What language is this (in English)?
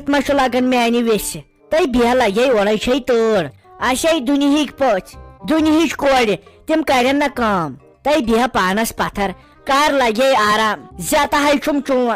Kashmiri